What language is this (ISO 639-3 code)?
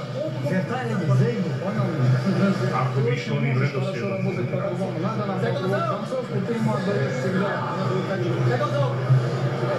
hrv